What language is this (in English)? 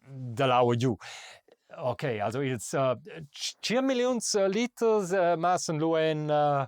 Romansh